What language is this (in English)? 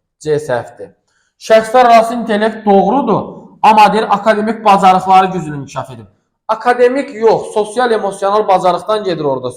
Azerbaijani